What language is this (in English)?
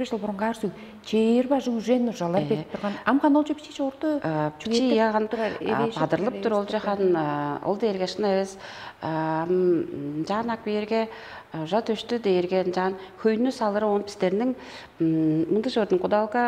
Tuvinian